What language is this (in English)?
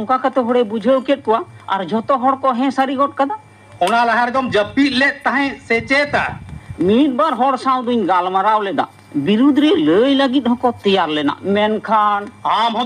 Santali